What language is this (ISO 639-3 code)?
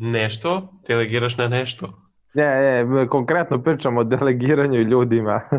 srp